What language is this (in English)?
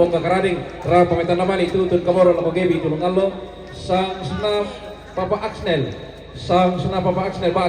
Toraja-Sa'dan